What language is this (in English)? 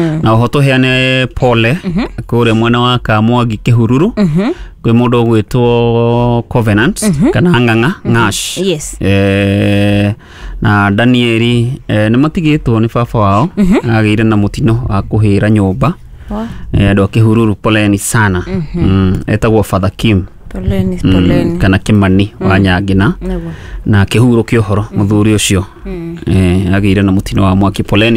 Kikuyu